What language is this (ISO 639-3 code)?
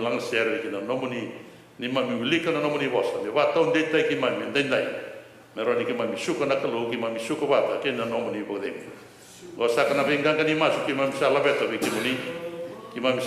fij